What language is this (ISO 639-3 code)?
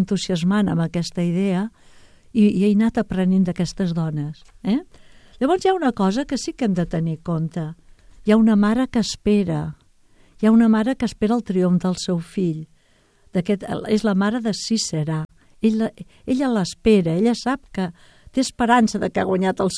cat